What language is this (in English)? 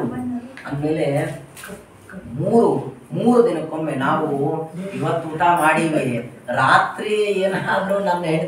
Kannada